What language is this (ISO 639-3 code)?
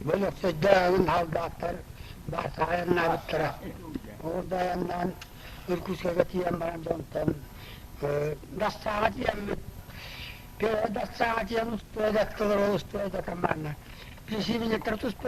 sah